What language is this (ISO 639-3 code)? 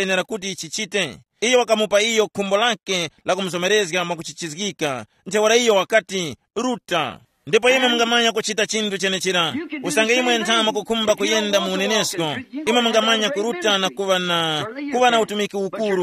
tum